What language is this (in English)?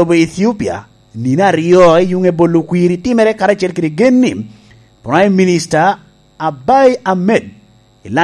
Lango (Uganda)